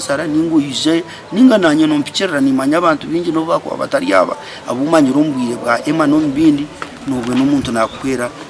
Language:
Nyankole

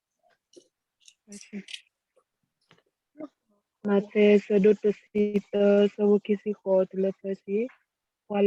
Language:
S'gaw Karen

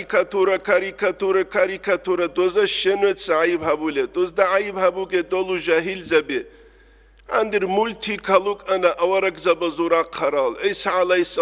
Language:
Avaric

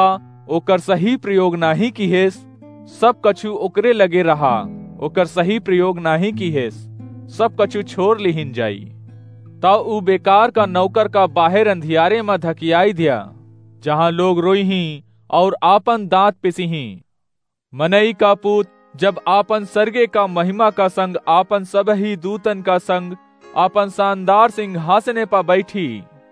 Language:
Awadhi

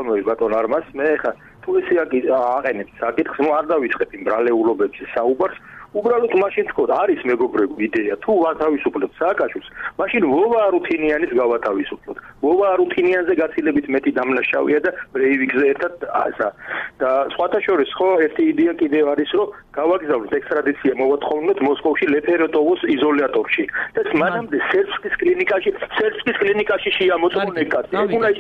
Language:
Georgian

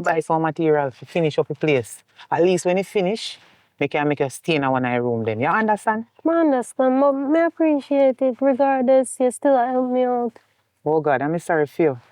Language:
Jamaican Creole English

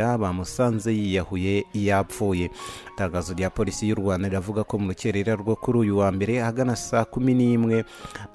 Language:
Kinyarwanda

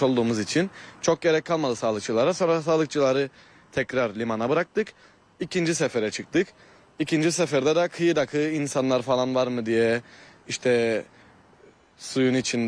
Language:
Turkish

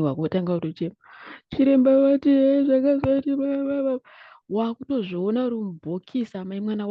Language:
Shona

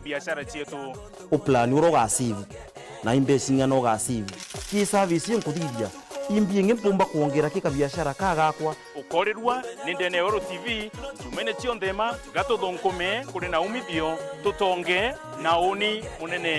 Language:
Meru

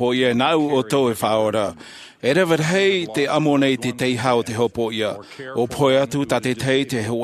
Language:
Tahitian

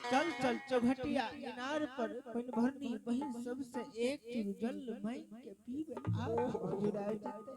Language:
Angika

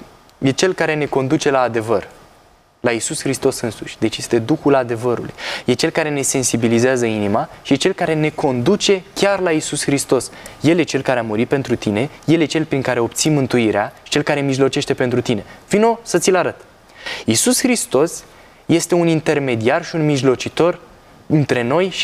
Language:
Romanian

